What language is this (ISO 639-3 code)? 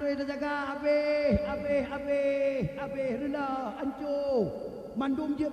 ace